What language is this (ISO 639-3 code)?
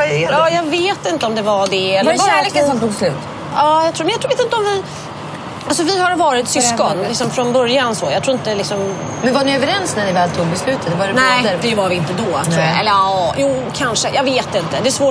swe